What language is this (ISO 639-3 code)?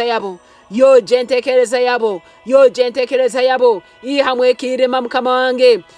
nyn